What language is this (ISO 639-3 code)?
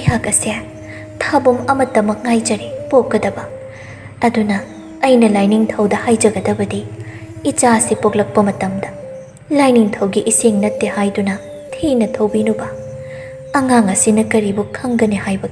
mni